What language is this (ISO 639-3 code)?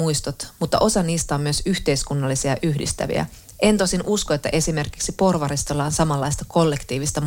fin